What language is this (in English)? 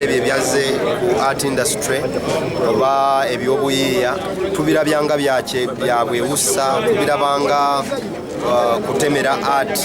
Ganda